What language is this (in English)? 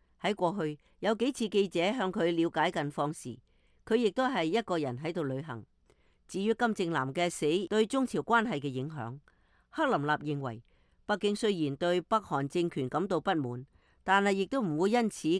Cantonese